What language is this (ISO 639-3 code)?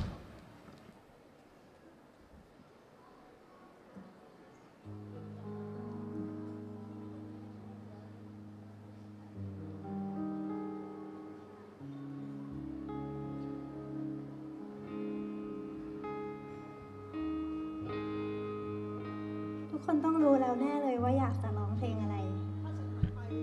tha